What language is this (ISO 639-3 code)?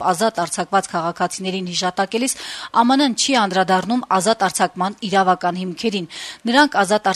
hye